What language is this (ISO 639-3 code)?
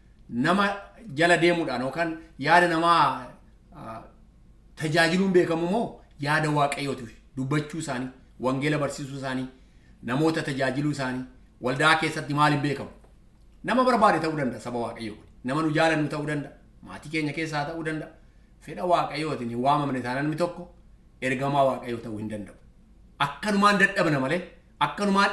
orm